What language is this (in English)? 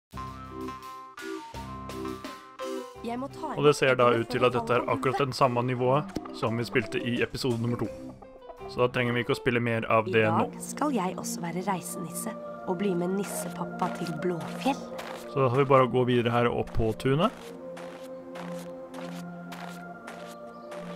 Norwegian